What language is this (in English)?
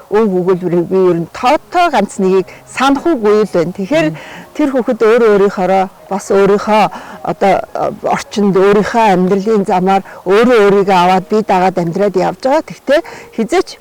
Mongolian